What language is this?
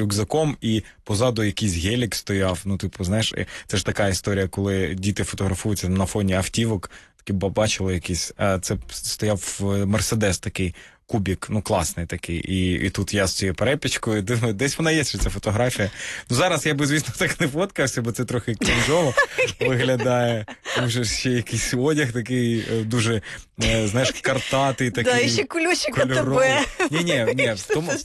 Ukrainian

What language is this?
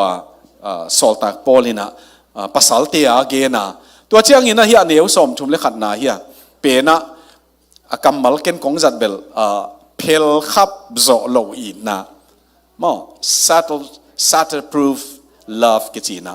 Tedim Chin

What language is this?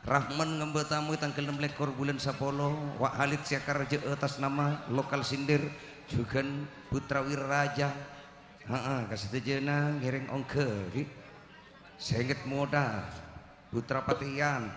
Madurese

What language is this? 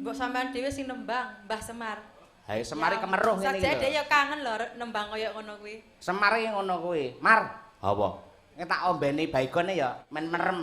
Javanese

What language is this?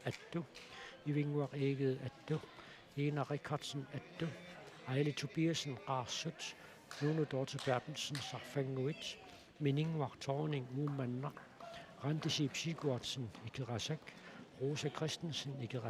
Kalaallisut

